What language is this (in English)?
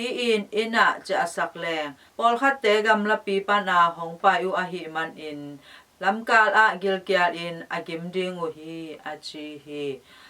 Tedim Chin